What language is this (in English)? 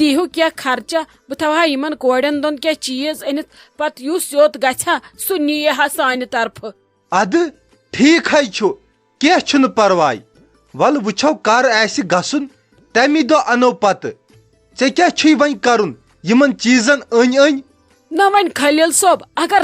Kashmiri